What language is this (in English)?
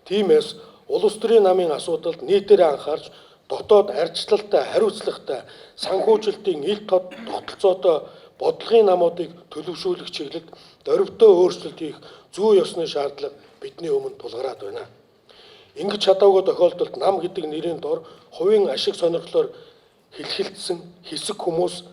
Mongolian